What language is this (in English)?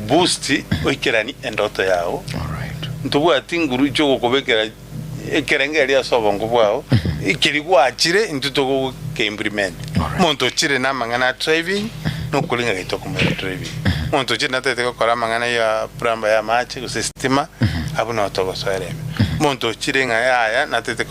Gusii